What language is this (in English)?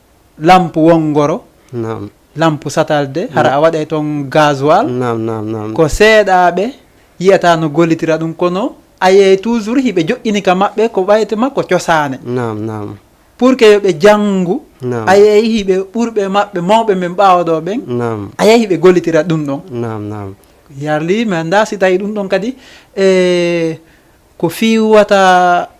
Fula